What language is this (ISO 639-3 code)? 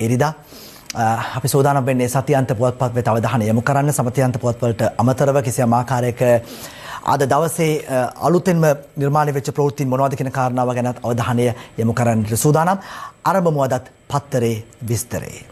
sin